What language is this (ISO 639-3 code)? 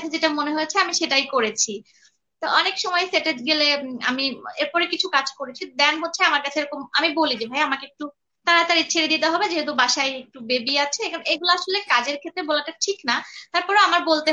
ben